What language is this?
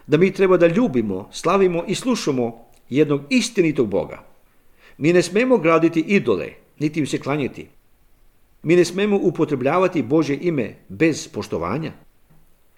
Serbian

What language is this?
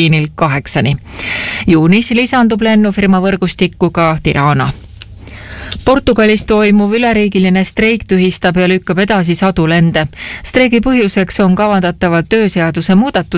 Estonian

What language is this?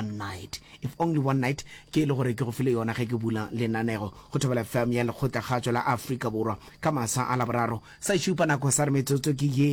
Northern Sotho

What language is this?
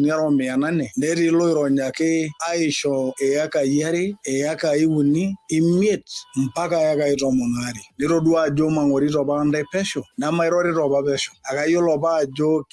Masai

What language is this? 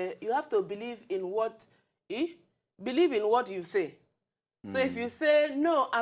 Nigerian Pidgin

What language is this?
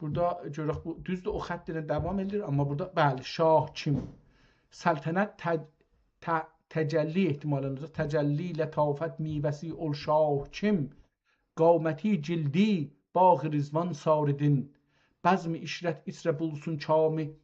South Azerbaijani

